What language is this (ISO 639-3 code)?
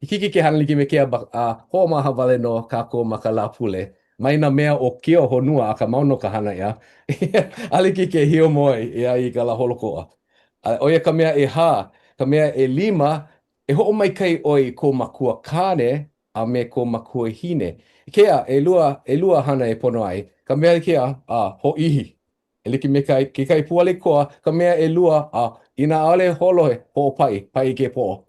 haw